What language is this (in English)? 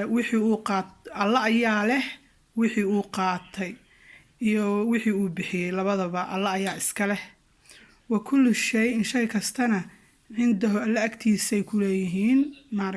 Somali